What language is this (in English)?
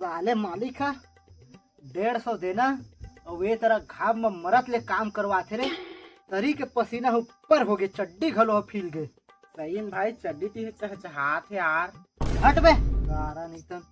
Chhattisgarhi